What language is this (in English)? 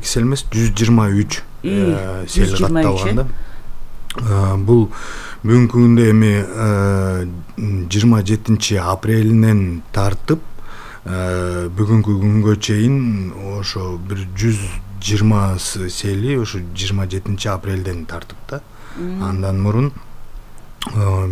Kyrgyz